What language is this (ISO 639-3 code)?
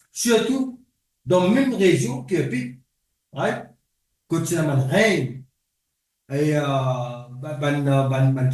mfe